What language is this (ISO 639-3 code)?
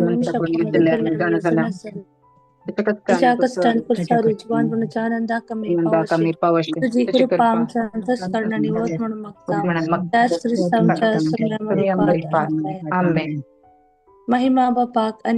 kok